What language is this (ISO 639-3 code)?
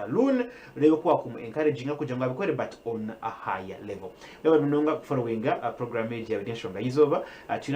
nyn